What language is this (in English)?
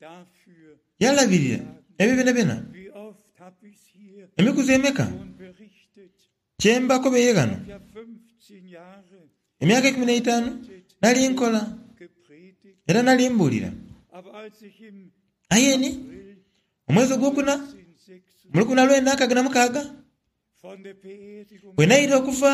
Soga